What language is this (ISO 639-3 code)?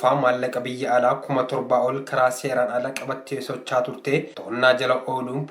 orm